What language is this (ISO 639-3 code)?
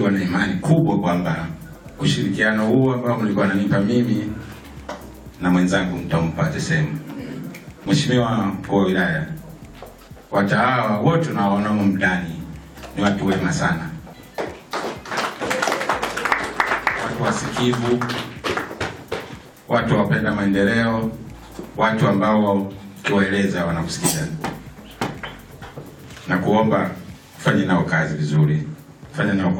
swa